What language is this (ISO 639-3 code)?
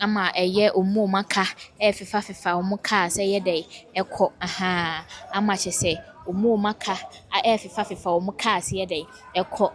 aka